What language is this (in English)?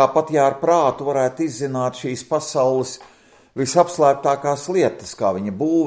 Latvian